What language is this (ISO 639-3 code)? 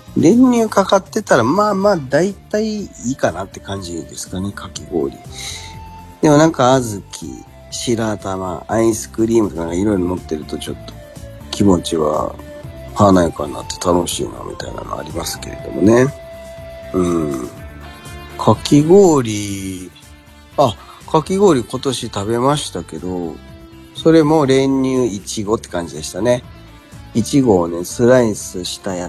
jpn